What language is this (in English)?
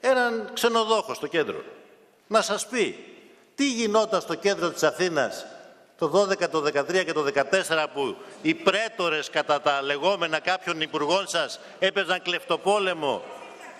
Greek